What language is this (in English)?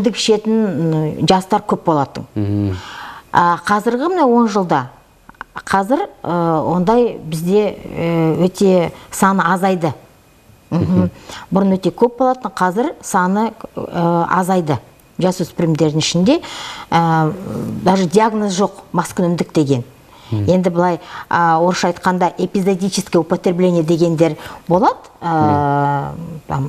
Kazakh